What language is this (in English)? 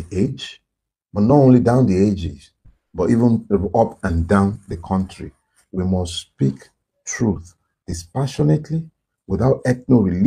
Yoruba